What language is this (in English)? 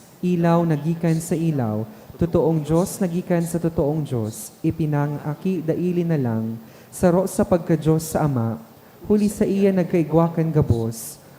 Bikol